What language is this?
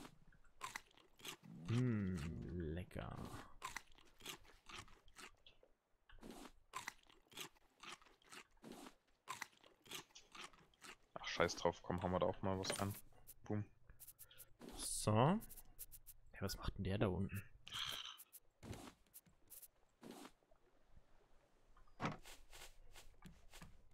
German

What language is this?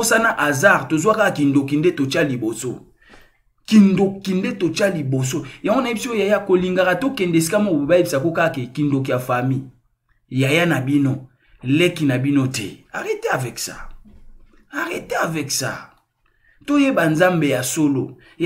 Lingala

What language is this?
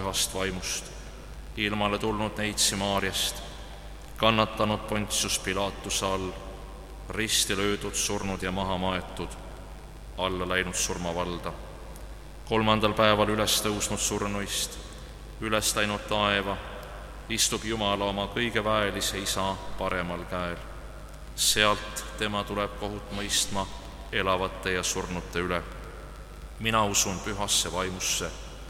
Estonian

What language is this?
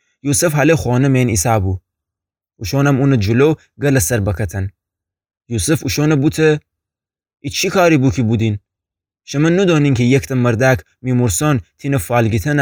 Gilaki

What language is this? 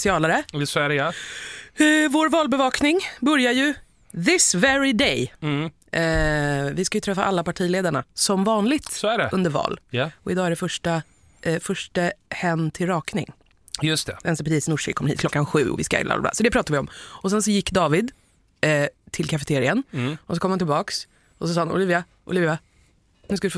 Swedish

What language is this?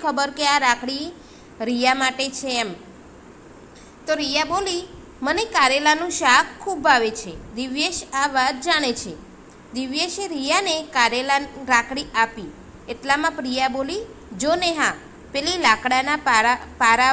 Gujarati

